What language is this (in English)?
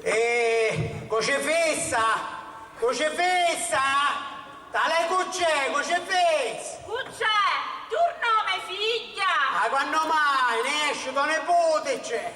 Sicilian